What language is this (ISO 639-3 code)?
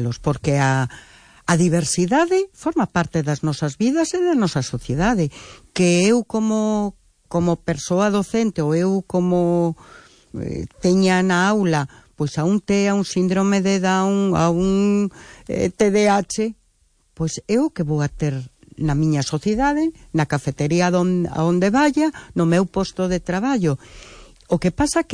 glg